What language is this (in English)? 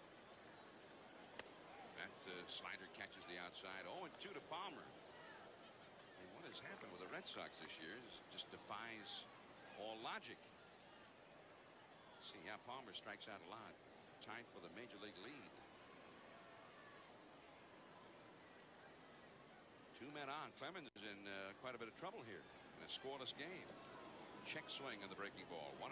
English